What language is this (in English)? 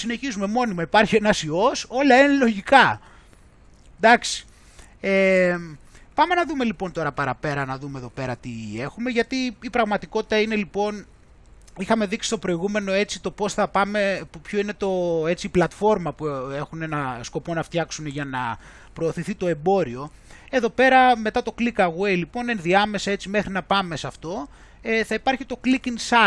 Greek